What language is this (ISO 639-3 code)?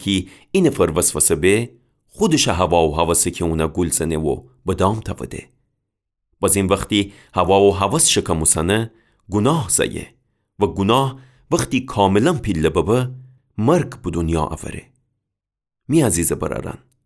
glk